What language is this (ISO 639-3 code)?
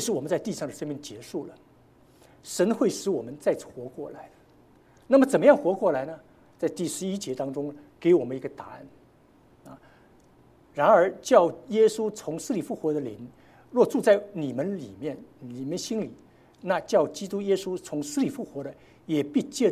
zho